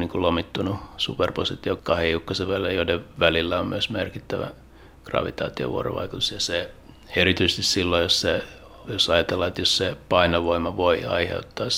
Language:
Finnish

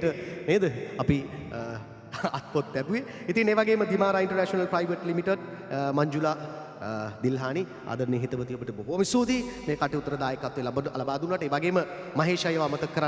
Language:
Sinhala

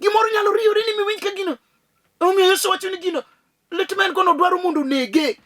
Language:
Luo (Kenya and Tanzania)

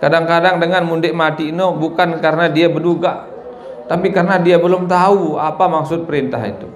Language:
Sasak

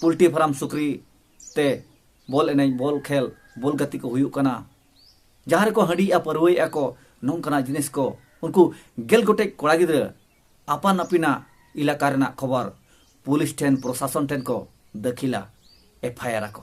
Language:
Santali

